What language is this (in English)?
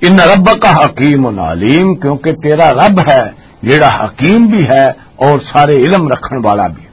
Western Panjabi